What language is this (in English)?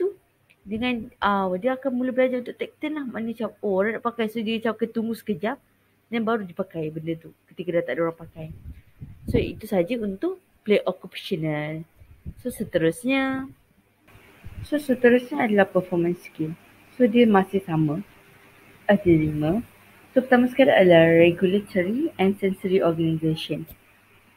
Malay